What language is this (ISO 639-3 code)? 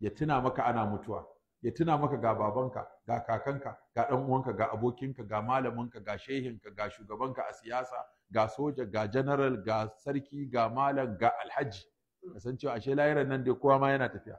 hau